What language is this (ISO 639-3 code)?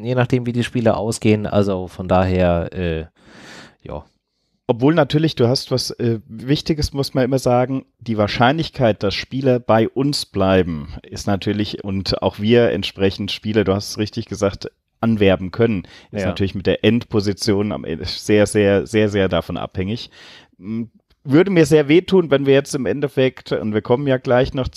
deu